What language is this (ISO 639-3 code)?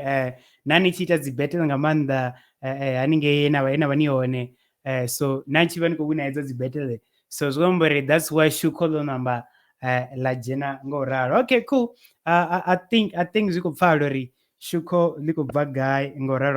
ven